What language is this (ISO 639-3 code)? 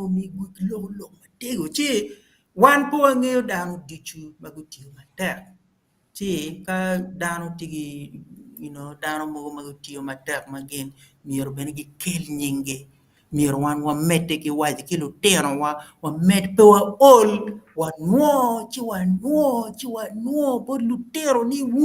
ach